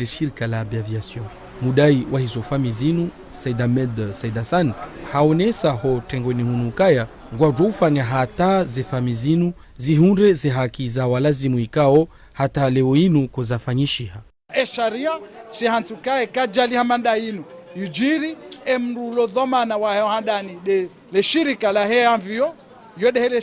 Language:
Ngazidja Comorian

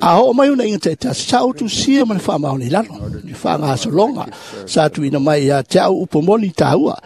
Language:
Samoan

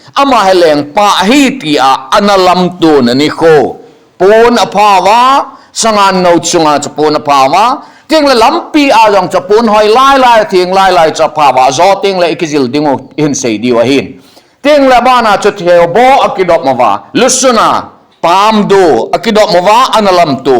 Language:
Thado Chin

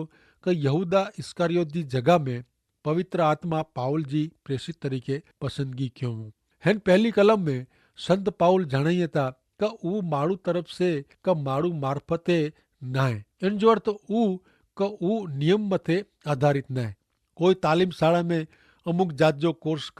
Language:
Kachhi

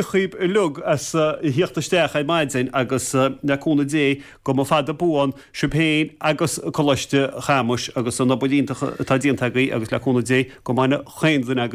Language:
Irish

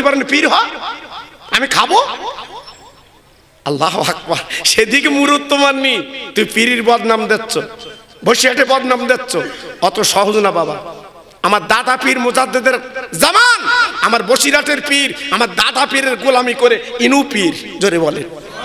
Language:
Bangla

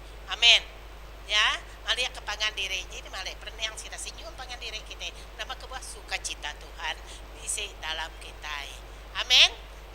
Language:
Iban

